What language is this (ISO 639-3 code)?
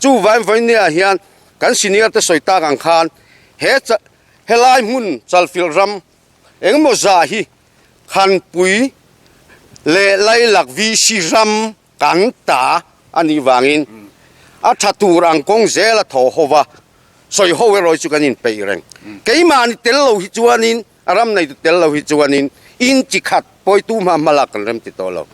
lus